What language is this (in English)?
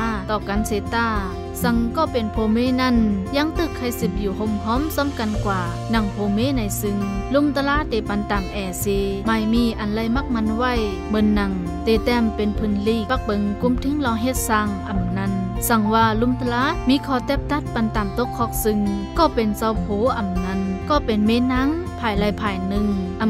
Shan